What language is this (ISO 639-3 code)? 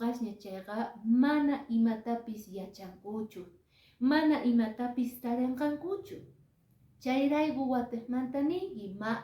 que